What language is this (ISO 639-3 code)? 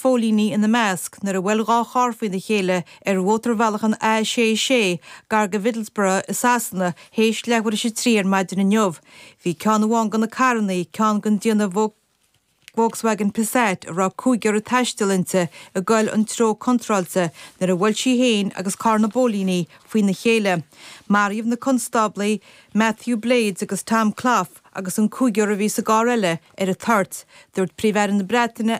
gle